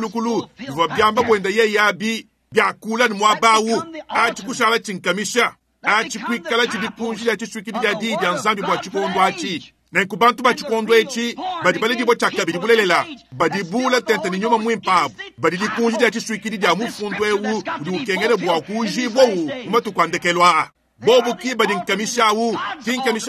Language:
Luba-Lulua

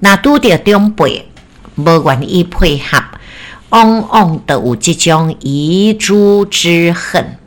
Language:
Min Nan Chinese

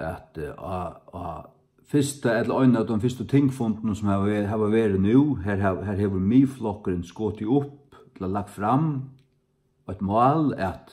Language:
Faroese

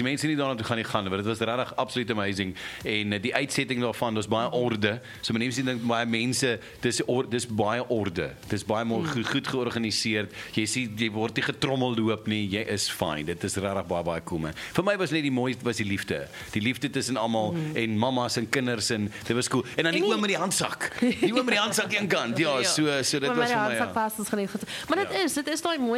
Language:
Afrikaans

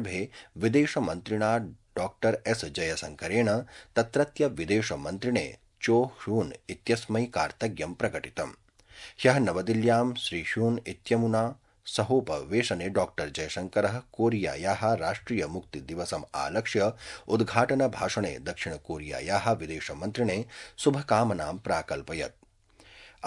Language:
Sanskrit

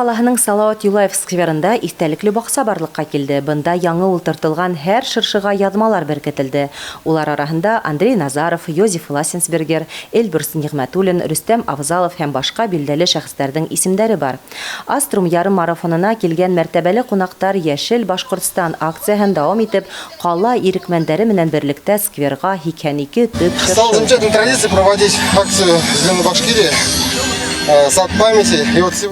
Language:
Bashkir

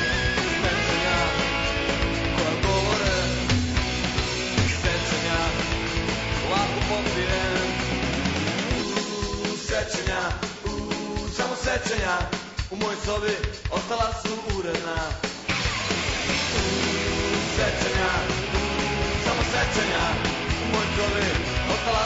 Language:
Serbian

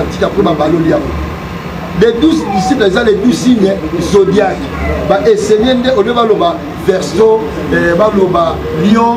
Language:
Lingala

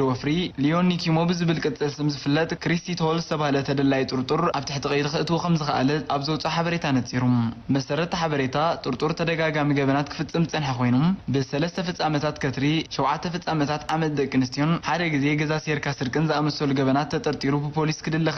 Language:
Tigrinya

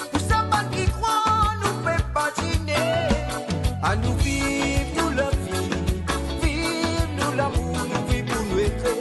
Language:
Morisyen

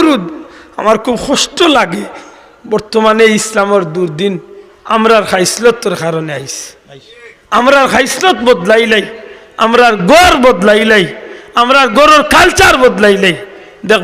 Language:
Sylheti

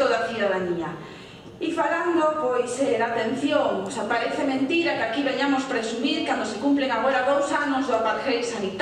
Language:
Galician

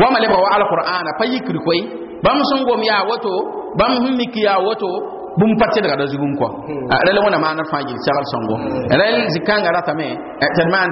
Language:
Mossi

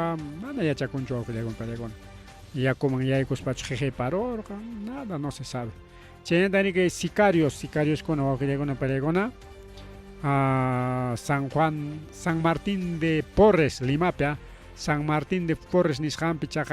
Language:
Ayacucho Quechua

